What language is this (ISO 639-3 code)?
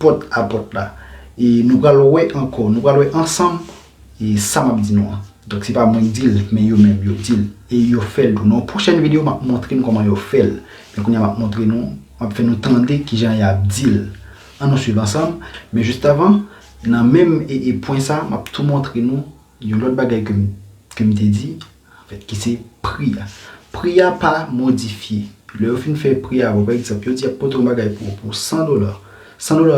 hat